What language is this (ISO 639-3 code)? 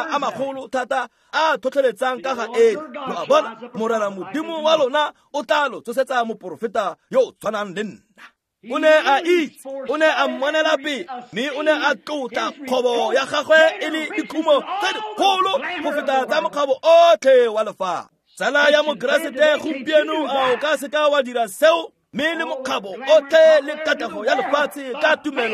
tsn